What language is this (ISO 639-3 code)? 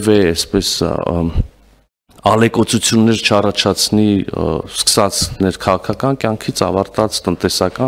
hye